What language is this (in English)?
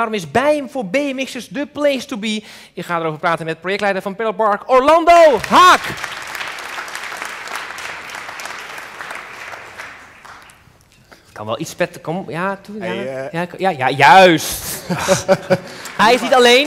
Dutch